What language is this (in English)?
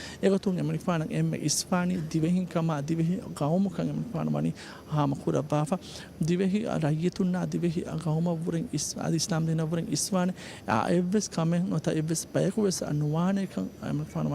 Divehi